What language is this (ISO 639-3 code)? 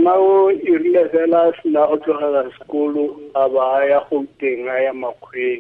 tsn